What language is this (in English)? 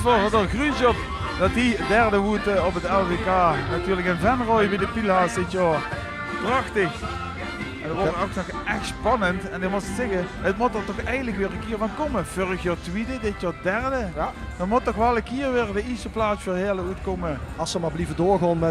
Limburgish